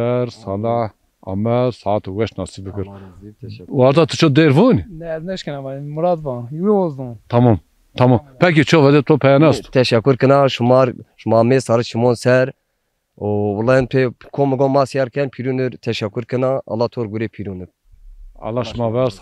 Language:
Zaza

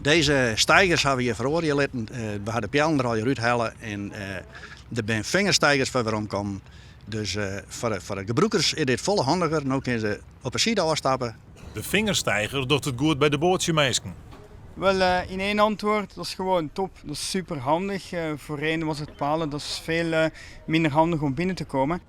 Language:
Western Frisian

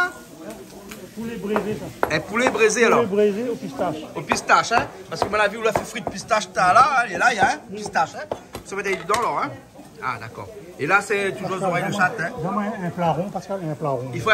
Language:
Réunion Creole French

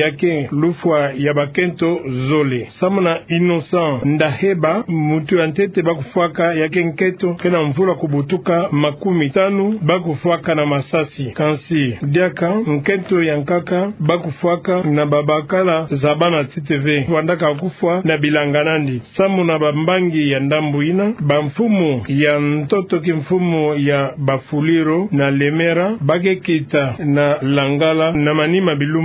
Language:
Kituba (Democratic Republic of Congo)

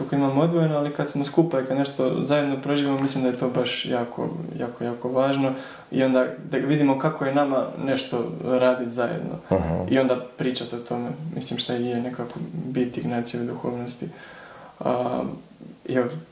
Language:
Croatian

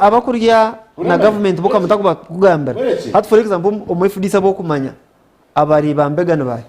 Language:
Nyankole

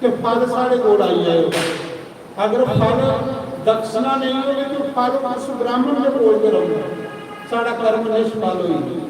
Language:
Dogri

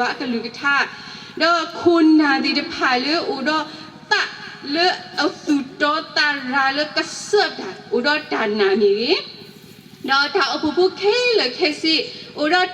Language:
S'gaw Karen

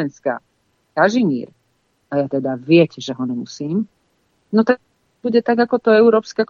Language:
Slovak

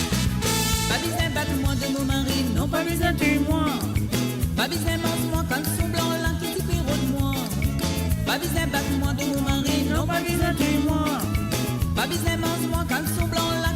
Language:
Morisyen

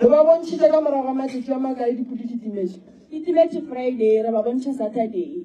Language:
Northern Sotho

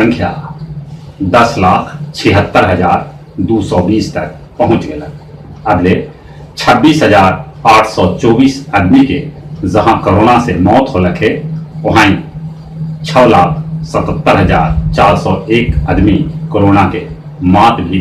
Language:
Magahi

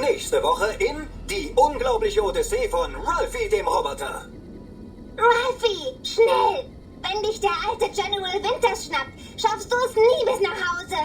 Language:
Bavarian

